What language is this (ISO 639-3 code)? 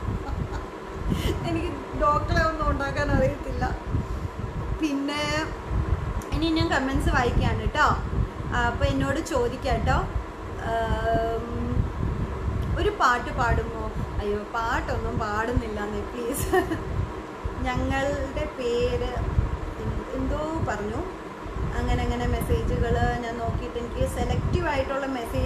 mal